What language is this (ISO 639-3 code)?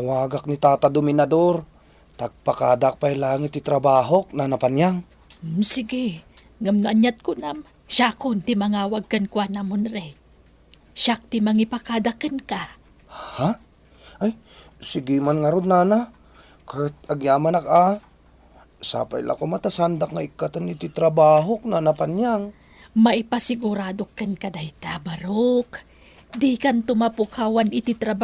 ilo